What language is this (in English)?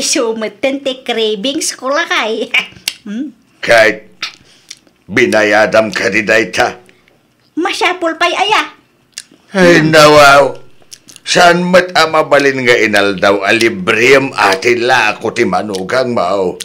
Iloko